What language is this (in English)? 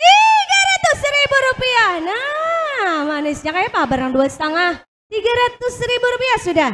Banjar